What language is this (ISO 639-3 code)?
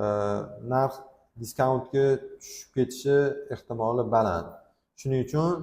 uzb